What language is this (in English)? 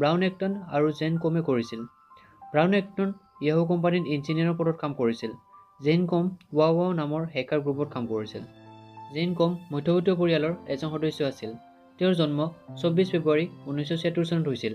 Assamese